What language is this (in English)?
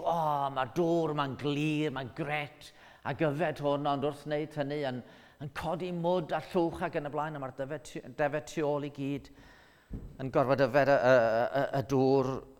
Welsh